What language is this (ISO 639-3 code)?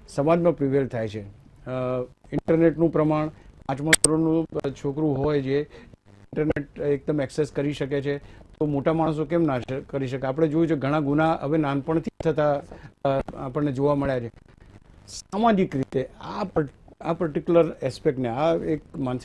guj